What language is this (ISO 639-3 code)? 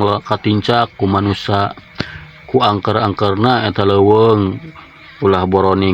sun